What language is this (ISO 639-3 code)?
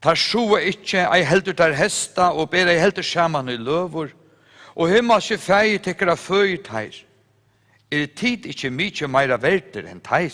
fao